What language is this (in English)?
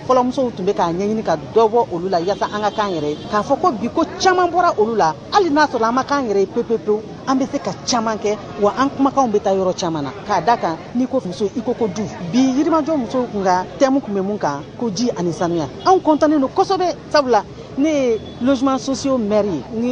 Bambara